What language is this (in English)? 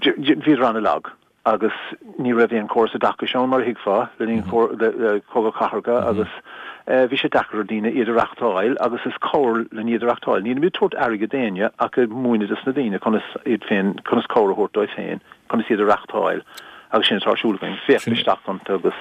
Irish